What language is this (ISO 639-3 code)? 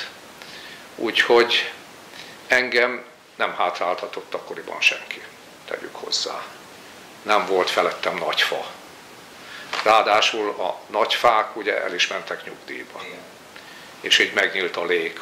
hun